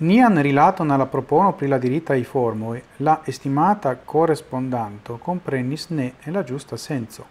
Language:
Esperanto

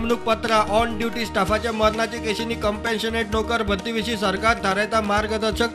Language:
Konkani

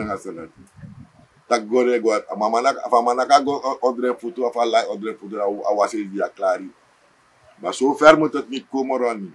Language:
Sranan Tongo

